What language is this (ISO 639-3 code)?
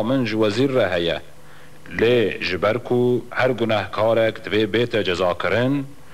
kur